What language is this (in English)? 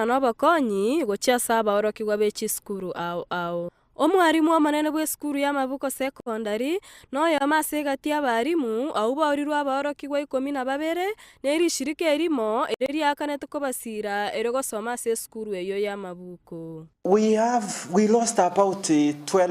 Gusii